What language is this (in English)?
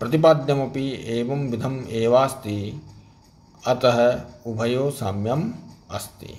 Sanskrit